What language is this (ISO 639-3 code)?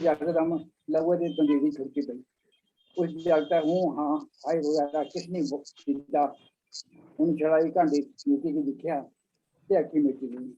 doi